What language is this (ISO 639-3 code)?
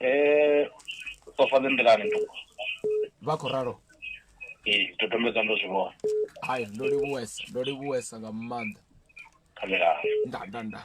ven